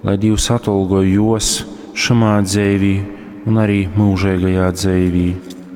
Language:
Latgalian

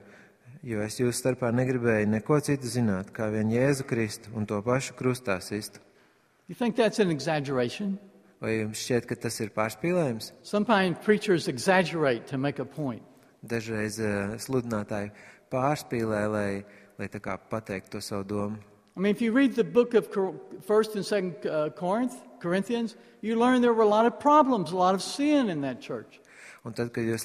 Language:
Latvian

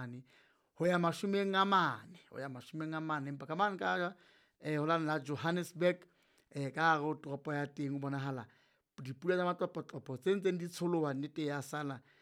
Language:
Southern Sotho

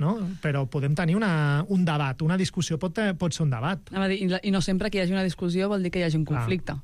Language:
Catalan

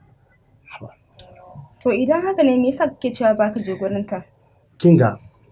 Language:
Hausa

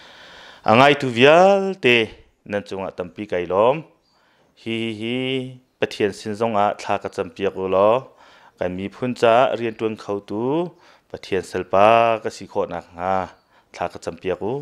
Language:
Hakha Chin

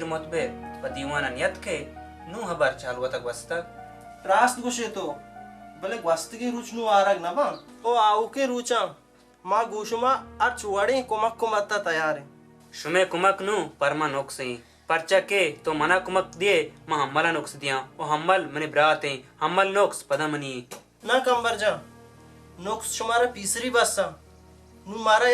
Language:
Baluchi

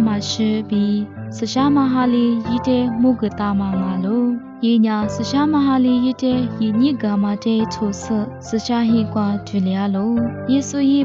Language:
Lisu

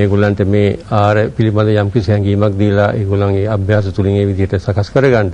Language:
Sinhala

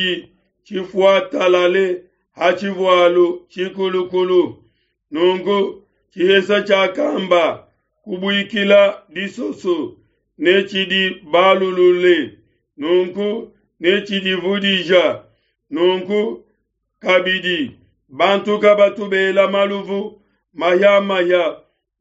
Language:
Luba-Lulua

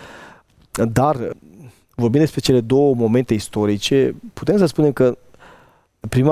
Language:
Romanian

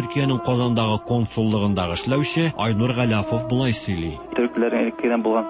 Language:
Tatar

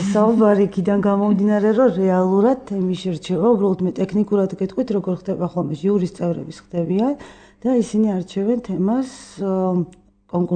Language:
Georgian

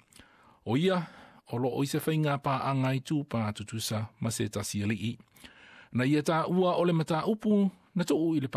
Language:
Samoan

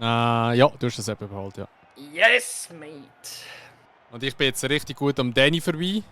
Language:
Swiss German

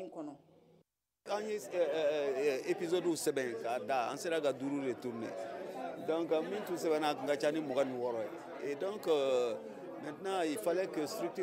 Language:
Bambara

